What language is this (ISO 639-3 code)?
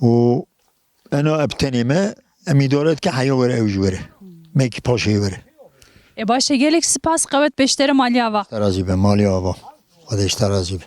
kur